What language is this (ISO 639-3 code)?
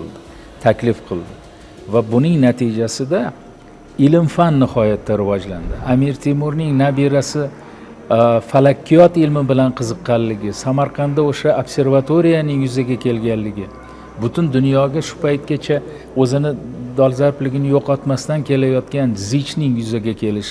uzb